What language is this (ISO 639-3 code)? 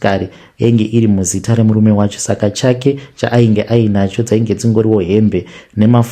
sna